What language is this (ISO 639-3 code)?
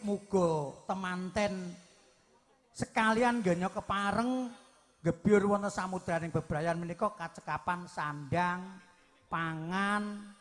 jav